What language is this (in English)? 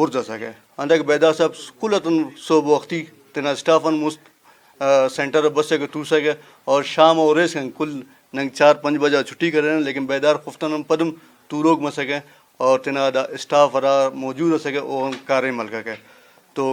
Brahui